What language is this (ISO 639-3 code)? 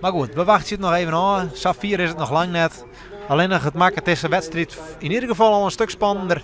fry